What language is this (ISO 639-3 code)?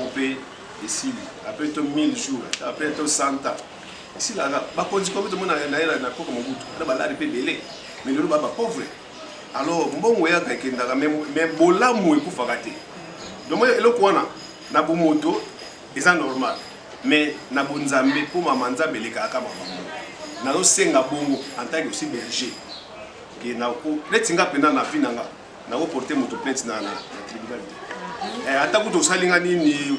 lin